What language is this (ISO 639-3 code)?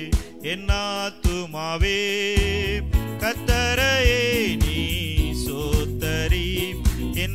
tam